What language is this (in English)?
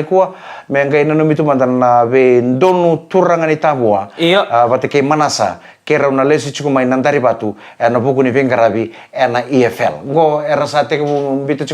Fijian